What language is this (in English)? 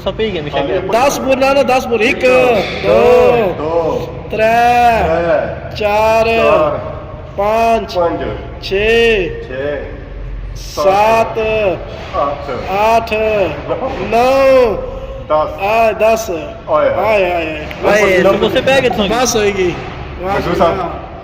Pahari-Potwari